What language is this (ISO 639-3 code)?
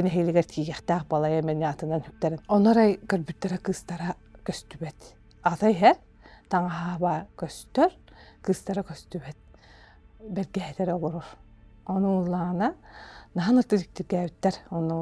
sah